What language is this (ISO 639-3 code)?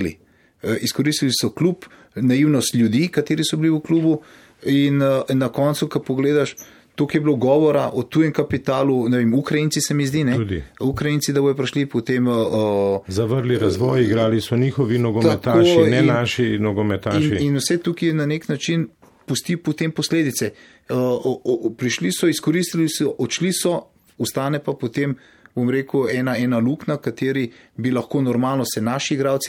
slv